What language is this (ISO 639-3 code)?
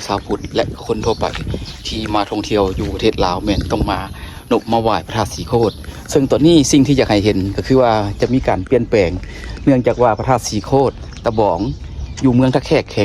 lao